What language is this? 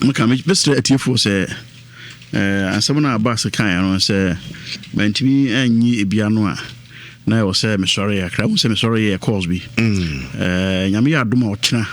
Akan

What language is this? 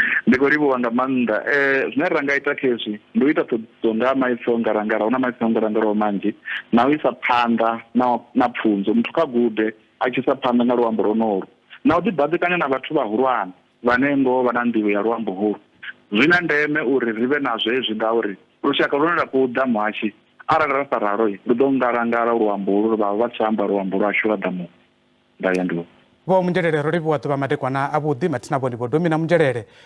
Venda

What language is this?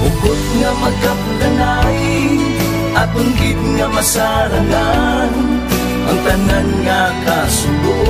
Hiligaynon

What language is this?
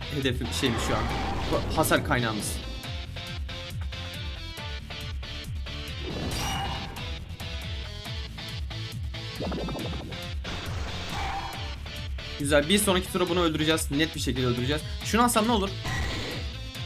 Turkish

